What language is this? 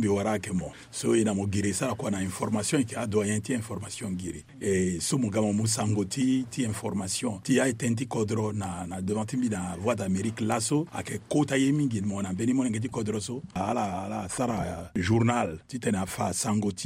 Sango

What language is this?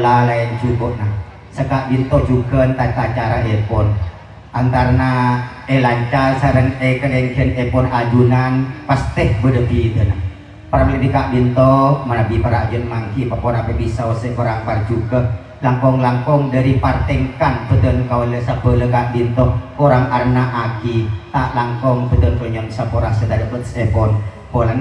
Madurese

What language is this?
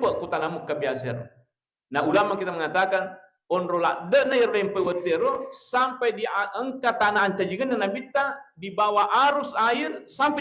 Buginese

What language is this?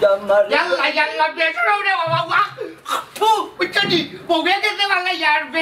Sylheti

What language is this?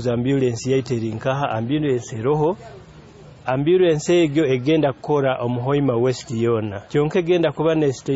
Nyoro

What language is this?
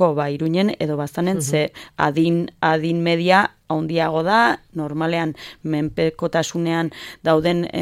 Basque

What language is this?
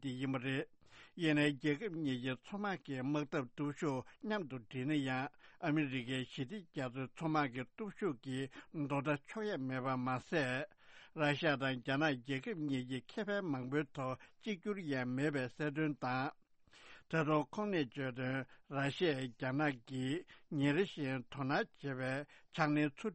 Tibetan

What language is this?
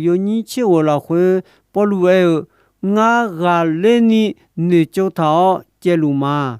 Akha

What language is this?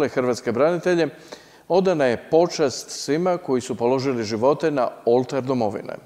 Croatian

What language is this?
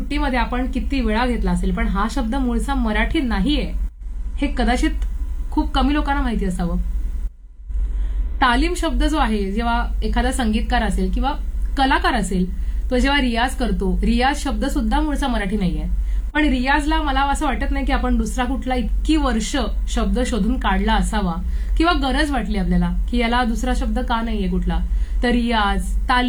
Marathi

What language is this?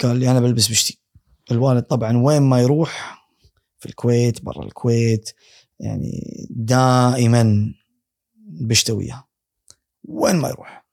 Gulf Arabic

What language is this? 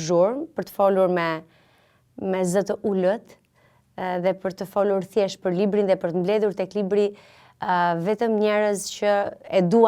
Albanian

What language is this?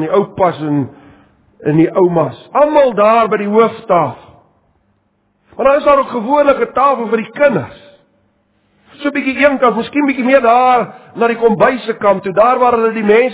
Afrikaans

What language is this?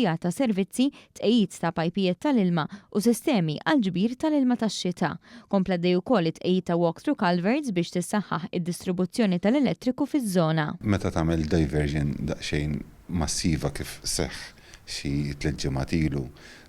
Maltese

